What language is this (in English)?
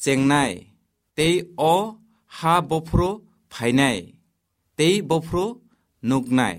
Kok Borok